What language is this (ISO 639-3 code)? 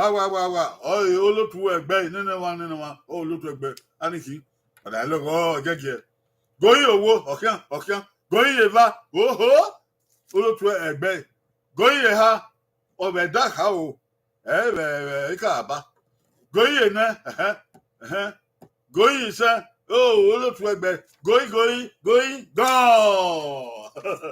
bin